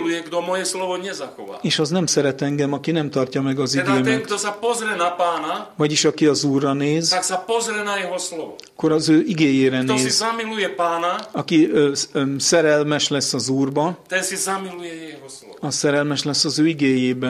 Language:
Slovak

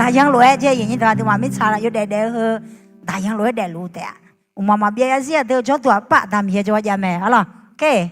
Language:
Akha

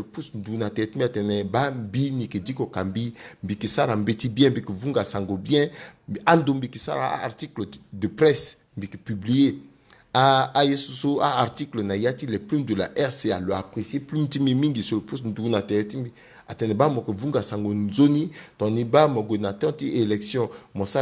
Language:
Sango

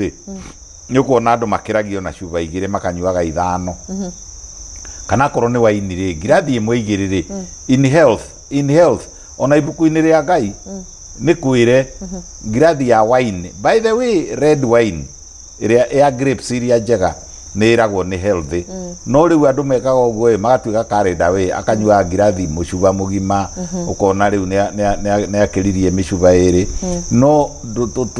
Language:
Kikuyu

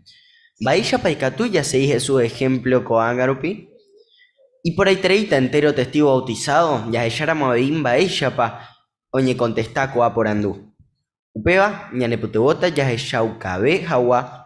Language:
Guarani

